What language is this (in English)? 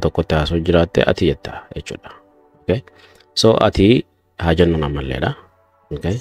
Oromo